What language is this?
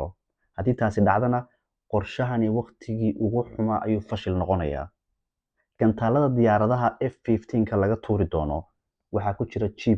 Somali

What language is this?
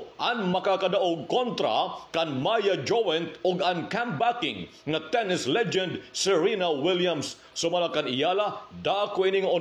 Waray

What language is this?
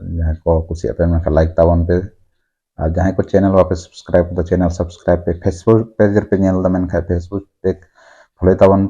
Santali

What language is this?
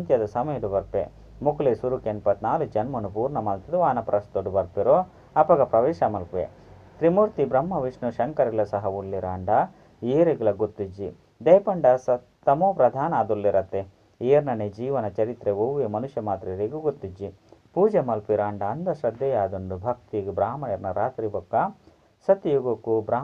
Tulu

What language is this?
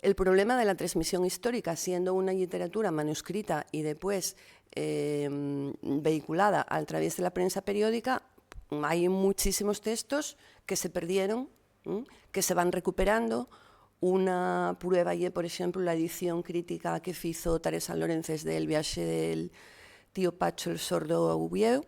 Asturian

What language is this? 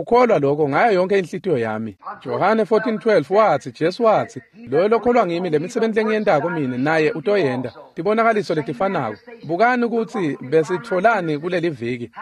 Swati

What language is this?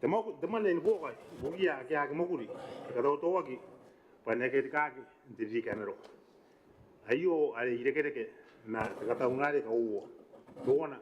Gilbertese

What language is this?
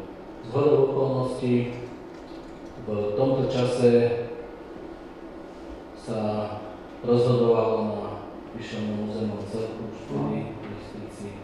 Slovak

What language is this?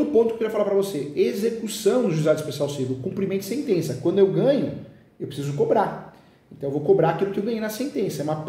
Portuguese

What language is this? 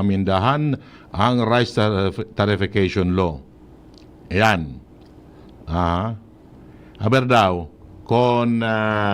Bikol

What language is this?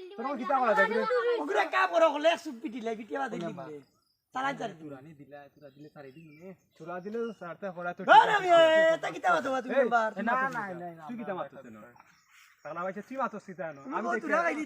Sylheti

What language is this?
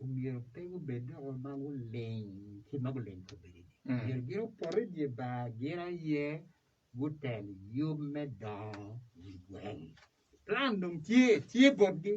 Acoli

